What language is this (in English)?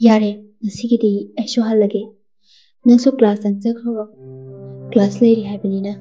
Manipuri